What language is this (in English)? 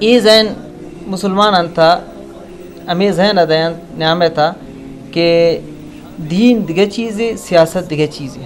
Eastern Balochi